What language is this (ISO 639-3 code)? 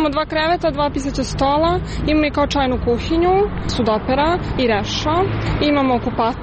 srp